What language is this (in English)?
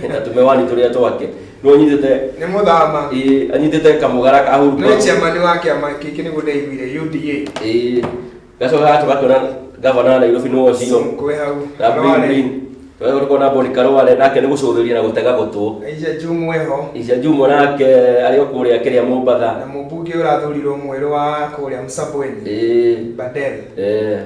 Kikuyu